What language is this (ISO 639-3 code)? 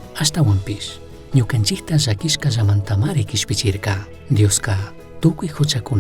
qug